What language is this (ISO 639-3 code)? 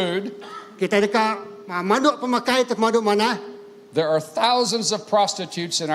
iba